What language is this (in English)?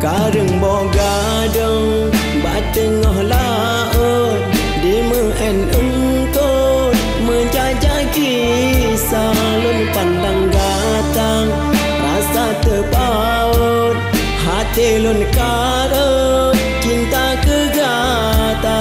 Achinese